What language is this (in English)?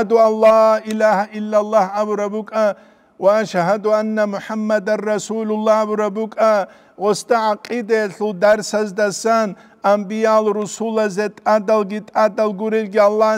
Avaric